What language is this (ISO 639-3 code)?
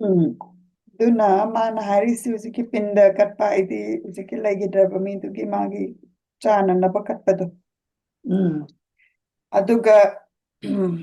mni